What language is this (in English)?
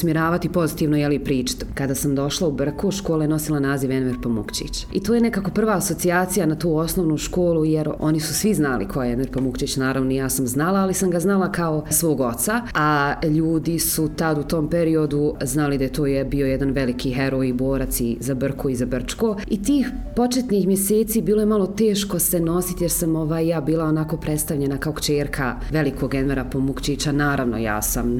Bosnian